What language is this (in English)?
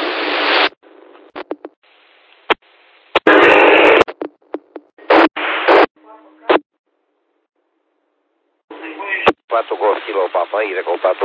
Romanian